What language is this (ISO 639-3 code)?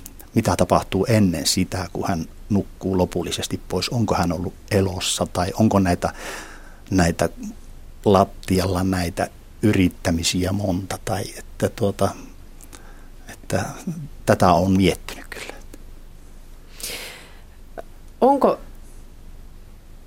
fin